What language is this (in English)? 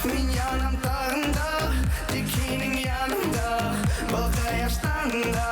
Bashkir